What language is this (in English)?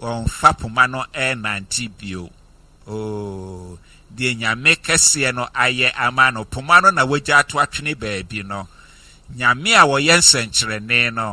Akan